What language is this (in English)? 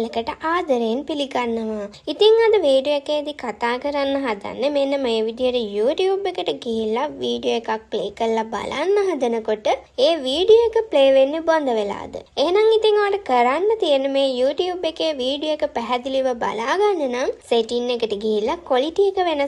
Sinhala